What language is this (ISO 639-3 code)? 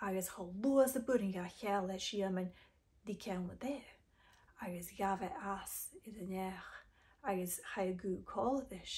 gla